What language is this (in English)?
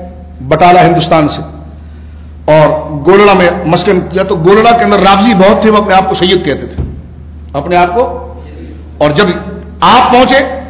Urdu